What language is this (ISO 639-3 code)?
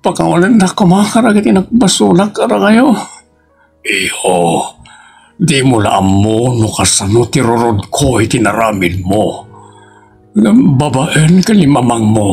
ilo